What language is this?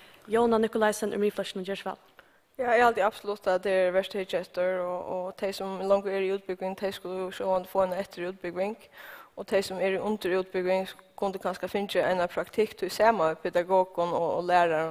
Faroese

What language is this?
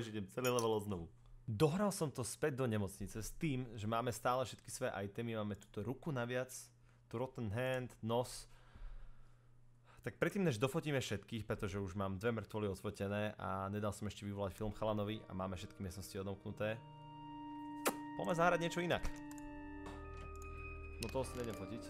Slovak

